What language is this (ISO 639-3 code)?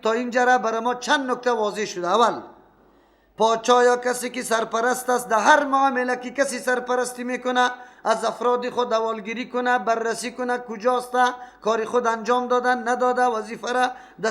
fas